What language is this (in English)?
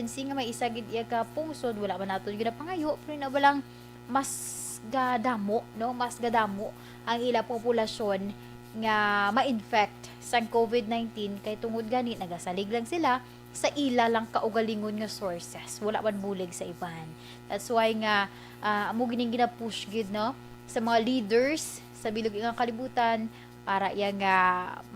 Hiligaynon